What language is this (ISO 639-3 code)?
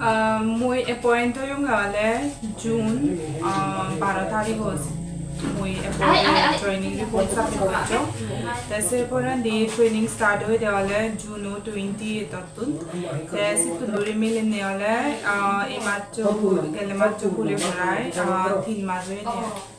ccp